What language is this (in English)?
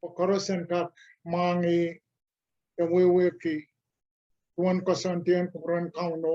Pohnpeian